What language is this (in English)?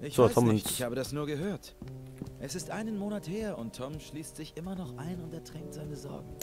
Bavarian